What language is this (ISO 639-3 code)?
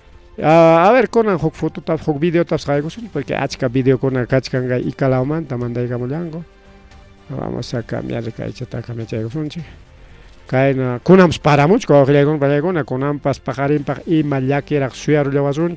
quy